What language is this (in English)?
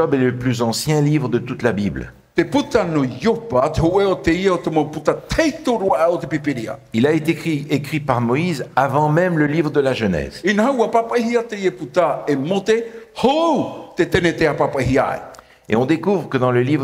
Tahitian